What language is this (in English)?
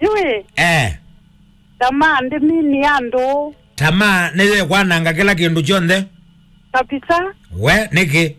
Kamba